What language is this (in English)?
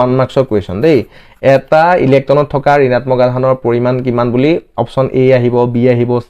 Assamese